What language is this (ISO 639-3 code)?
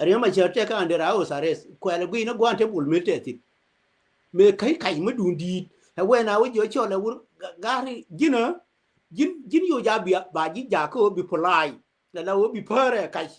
nus